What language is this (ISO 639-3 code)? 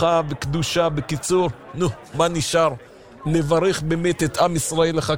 heb